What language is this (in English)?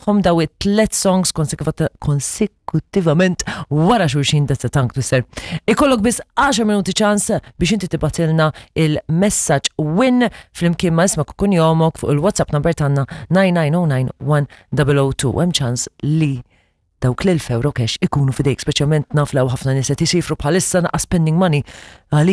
Maltese